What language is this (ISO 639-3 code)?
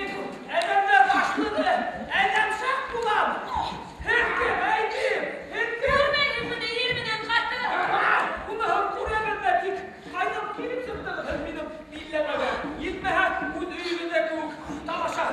bak